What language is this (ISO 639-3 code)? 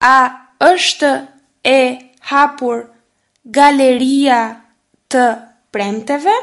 sqi